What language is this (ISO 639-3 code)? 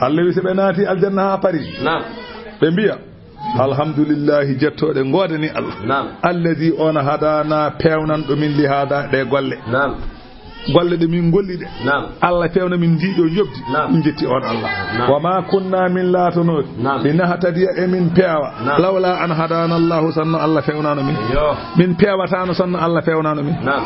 ful